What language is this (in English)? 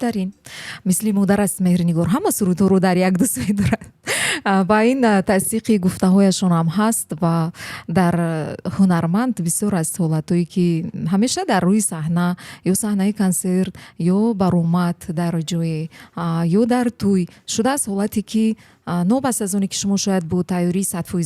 Tajik